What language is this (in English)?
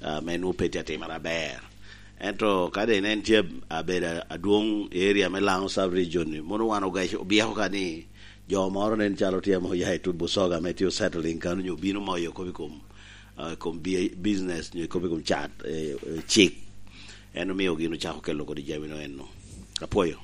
Lango (Uganda)